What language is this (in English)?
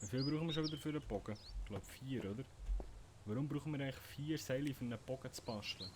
Swiss German